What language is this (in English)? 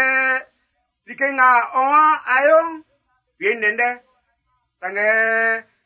Baoulé